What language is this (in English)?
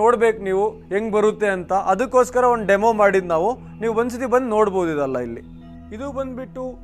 Kannada